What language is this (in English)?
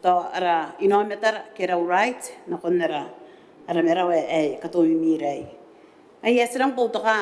Gilbertese